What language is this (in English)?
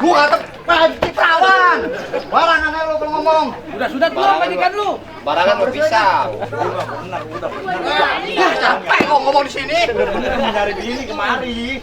Betawi